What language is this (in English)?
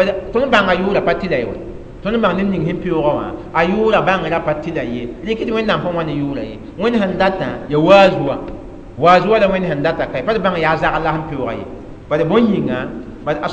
Mossi